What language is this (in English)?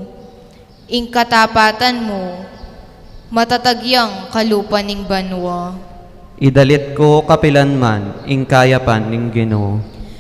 Pampanga